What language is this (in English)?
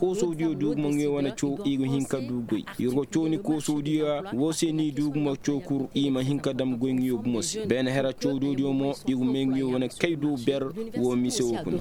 Koyraboro Senni